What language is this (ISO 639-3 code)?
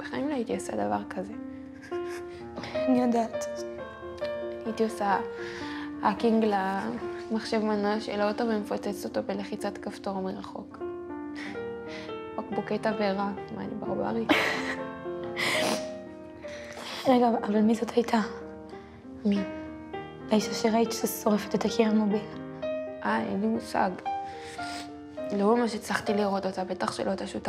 heb